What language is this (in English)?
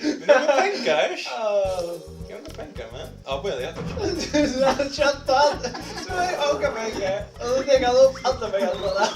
Faroese